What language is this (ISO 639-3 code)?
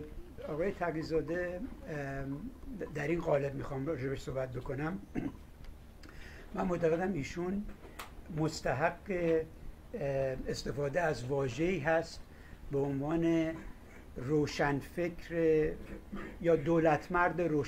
fas